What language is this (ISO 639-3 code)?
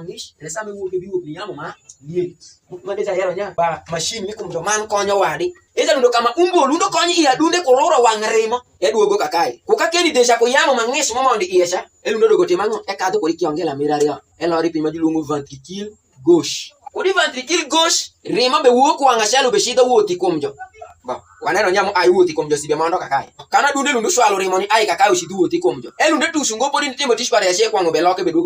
alz